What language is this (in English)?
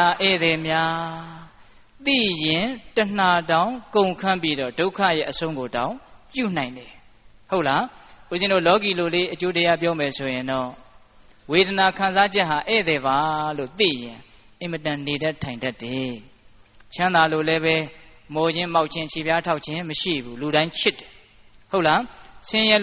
Burmese